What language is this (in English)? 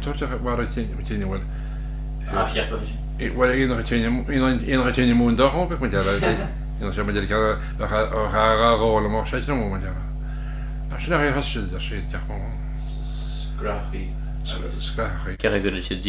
Irish